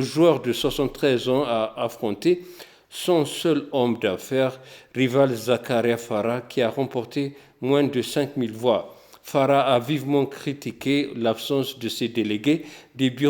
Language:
French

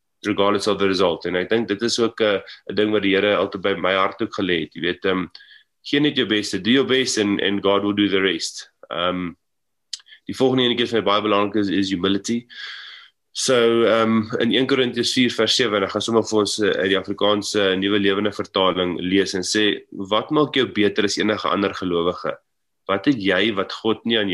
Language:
Afrikaans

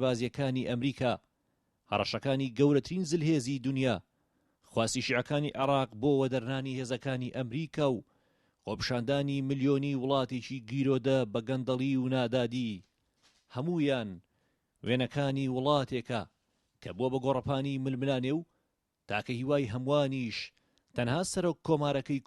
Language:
Central Kurdish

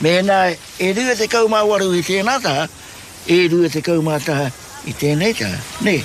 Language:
Māori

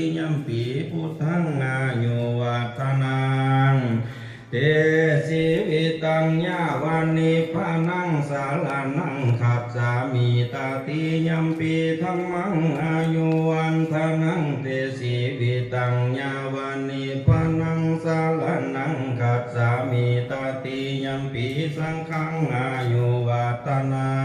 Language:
Pali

